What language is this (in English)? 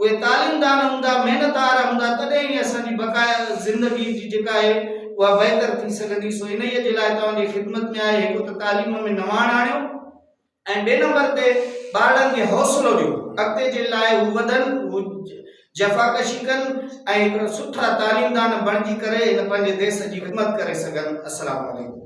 Sindhi